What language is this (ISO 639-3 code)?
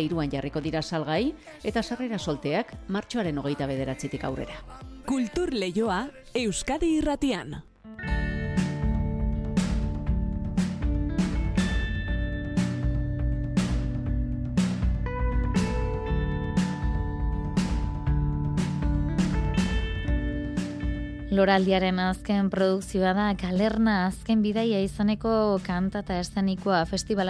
eus